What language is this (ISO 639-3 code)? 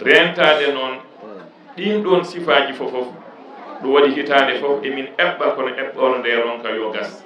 ful